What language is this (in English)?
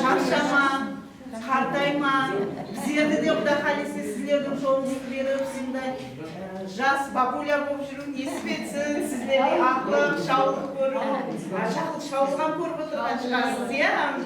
Kara-Kalpak